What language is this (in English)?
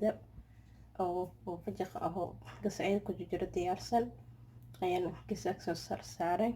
Somali